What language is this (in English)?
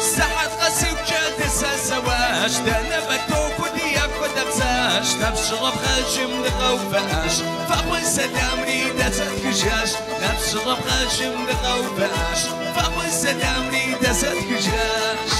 Kabardian